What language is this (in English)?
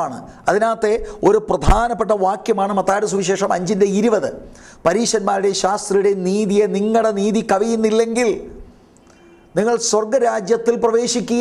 Malayalam